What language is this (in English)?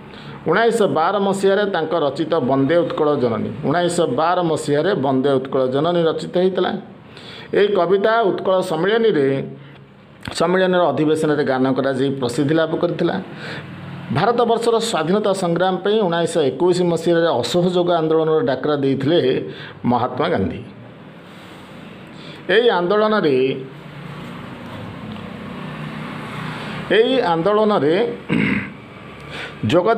Odia